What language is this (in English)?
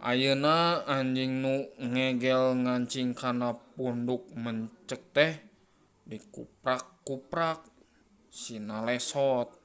Sundanese